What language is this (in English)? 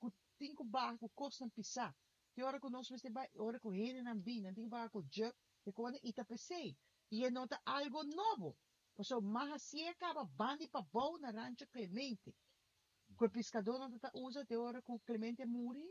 Papiamento